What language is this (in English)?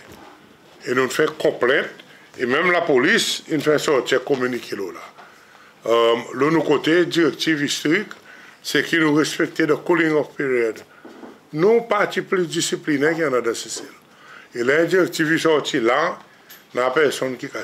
Seselwa Creole French